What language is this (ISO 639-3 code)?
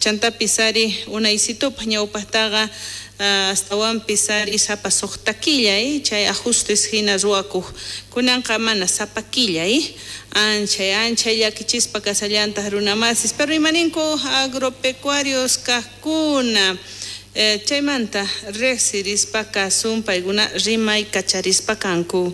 quh